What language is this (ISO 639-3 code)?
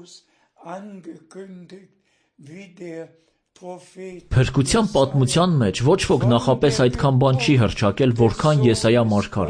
hye